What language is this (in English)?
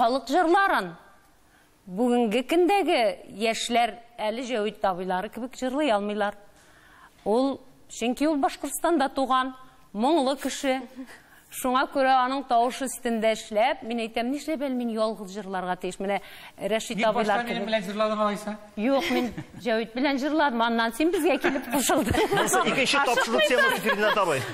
Tatar